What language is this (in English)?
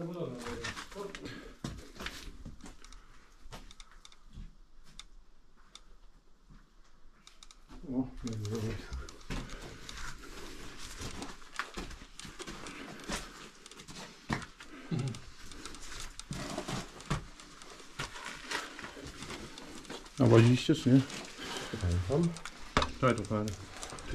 Polish